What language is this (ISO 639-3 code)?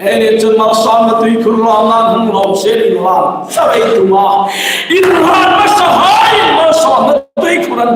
hmr